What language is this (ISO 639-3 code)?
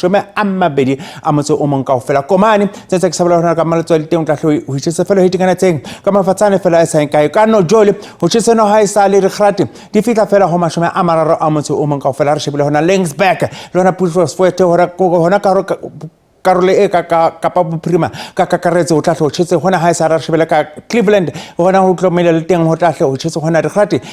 sot